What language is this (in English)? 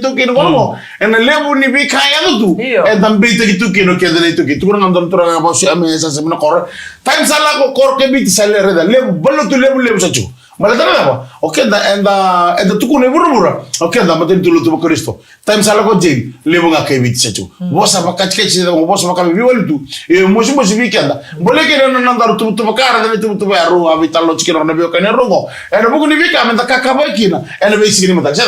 Fijian